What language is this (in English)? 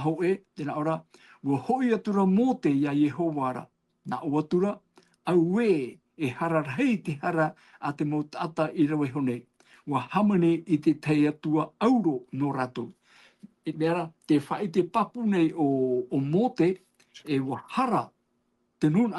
Tahitian